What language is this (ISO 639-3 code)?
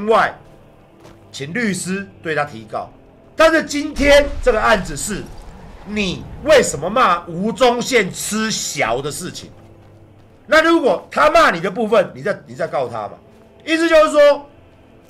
zho